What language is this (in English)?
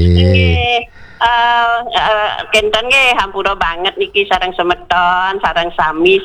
Balinese